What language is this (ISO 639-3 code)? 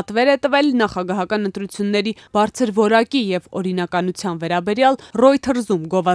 hye